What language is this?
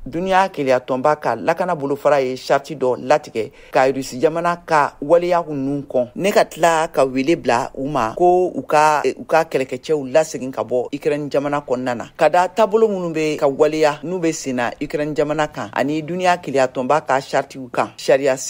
Bambara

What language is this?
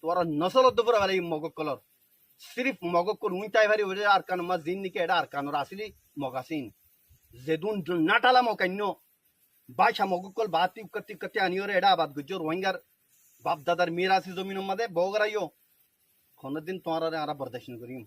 Rohingya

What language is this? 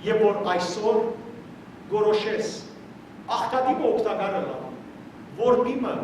Western Armenian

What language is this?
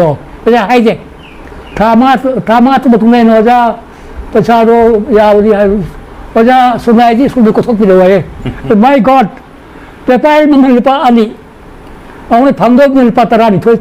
Manipuri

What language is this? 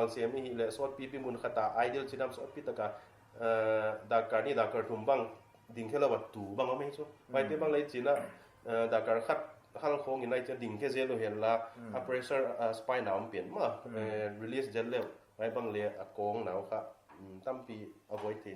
Paite Chin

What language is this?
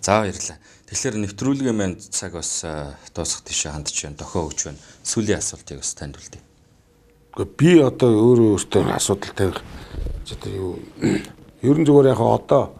Mongolian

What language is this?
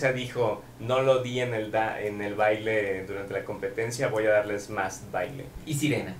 Spanish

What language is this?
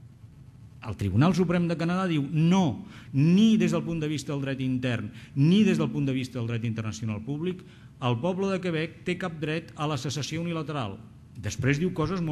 Catalan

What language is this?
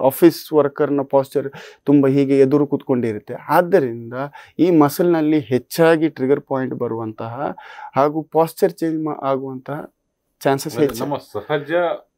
Kannada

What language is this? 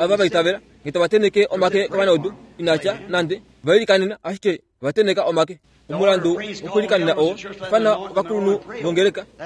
Kuanyama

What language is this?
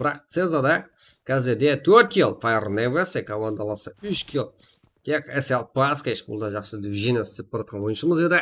Kara-Kalpak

